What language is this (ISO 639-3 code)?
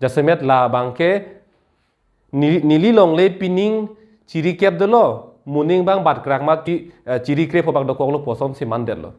mjw